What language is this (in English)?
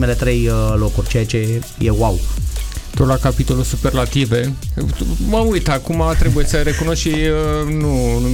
Romanian